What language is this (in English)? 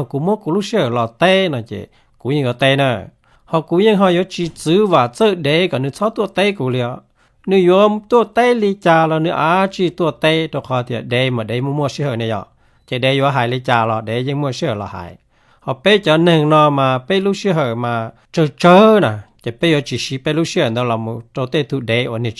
Hmong